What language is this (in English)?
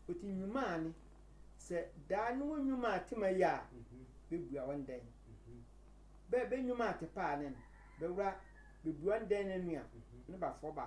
Sehwi